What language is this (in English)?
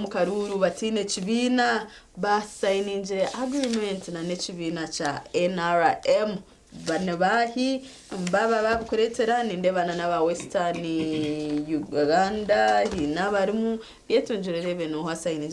Nyankole